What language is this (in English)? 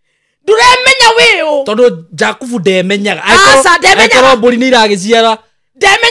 Kikuyu